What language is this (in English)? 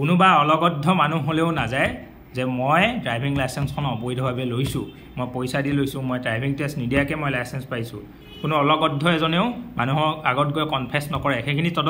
Assamese